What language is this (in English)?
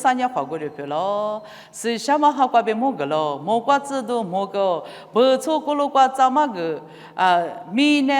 Lisu